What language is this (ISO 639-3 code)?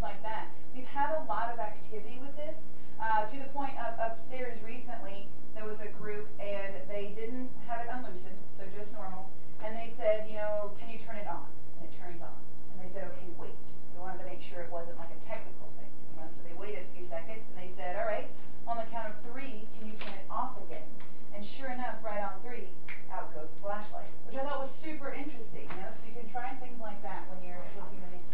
eng